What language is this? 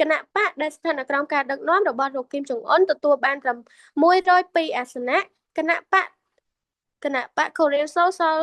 Khmer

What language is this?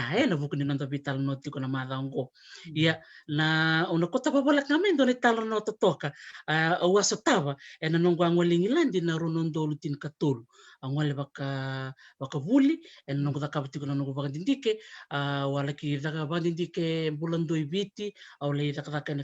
Fijian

